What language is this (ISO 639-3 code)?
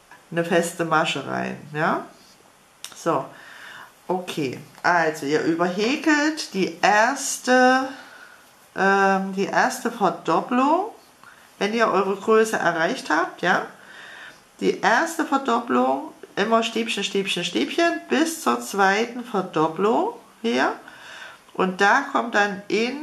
deu